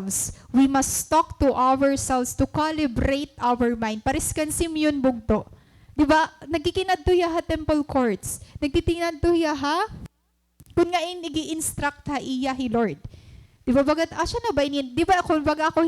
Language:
Waray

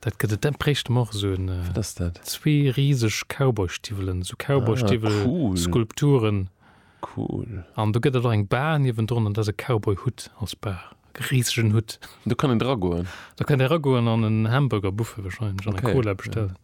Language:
Luxembourgish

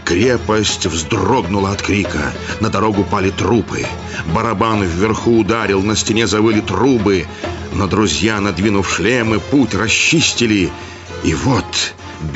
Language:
Russian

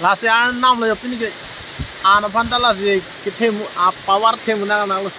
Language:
Karbi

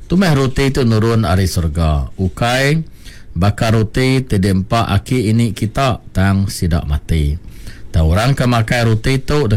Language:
Iban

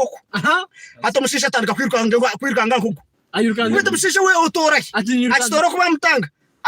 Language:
Nyankole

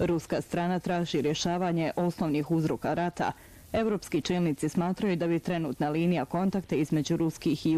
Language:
Bosnian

